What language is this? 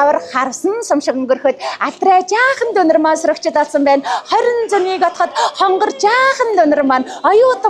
Mongolian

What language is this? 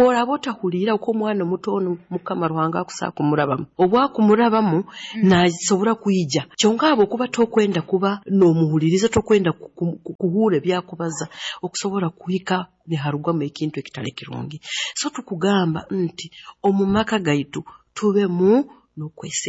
Nyoro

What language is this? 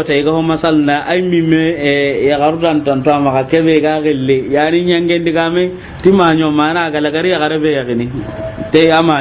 Soninke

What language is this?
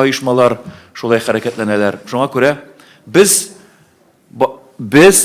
Tatar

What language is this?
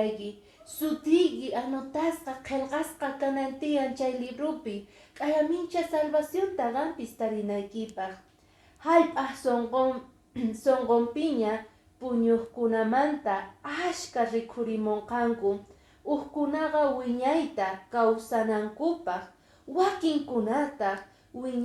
Quechua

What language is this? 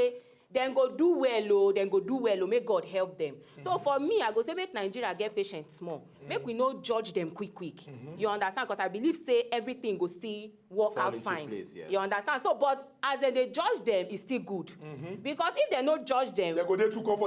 Nigerian Pidgin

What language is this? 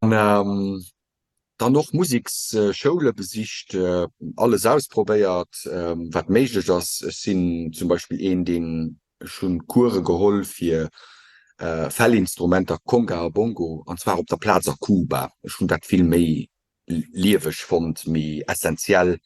Luxembourgish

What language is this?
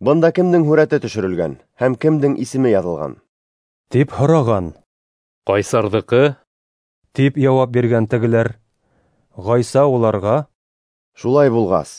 Bashkir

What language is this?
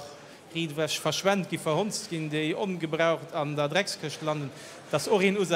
Luxembourgish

